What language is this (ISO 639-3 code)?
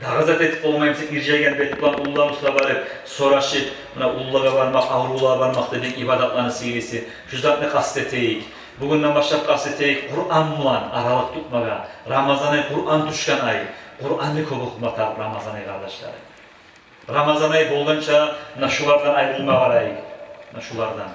kum